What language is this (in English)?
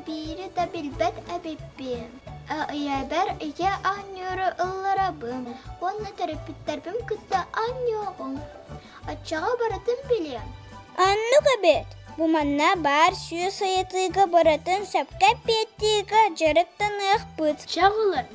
Yakut